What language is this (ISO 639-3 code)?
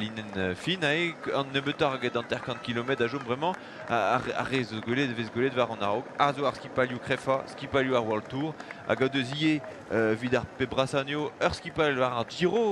bre